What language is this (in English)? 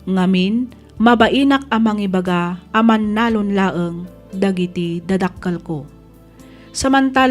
Iloko